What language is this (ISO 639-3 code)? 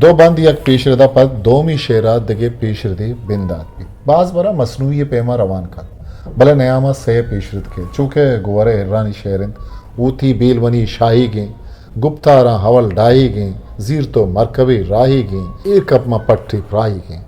bgp